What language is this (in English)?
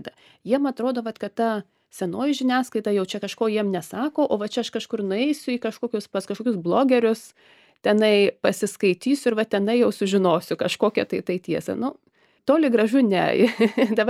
Lithuanian